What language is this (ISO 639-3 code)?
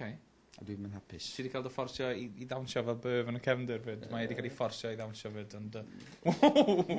cym